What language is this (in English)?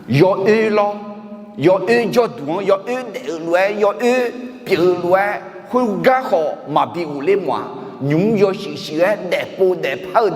Akha